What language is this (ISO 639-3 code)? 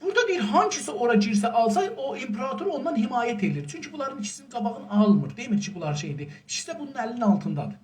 azb